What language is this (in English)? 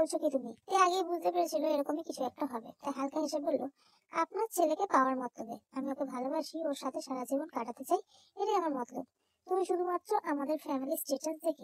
Bangla